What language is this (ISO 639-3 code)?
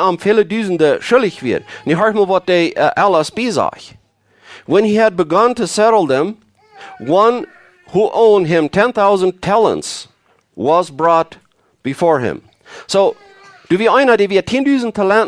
pdt